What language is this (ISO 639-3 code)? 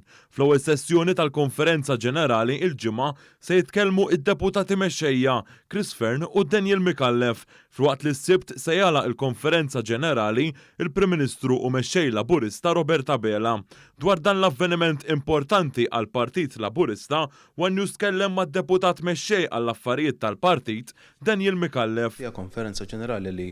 mlt